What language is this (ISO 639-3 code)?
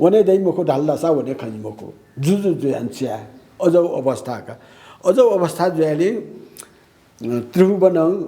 new